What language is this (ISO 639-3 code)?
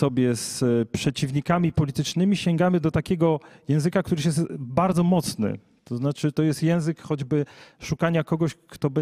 pol